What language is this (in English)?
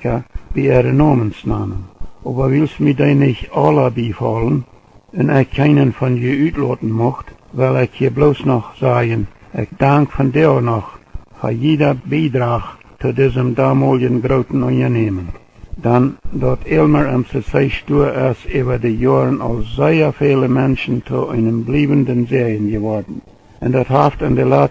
Plautdietsch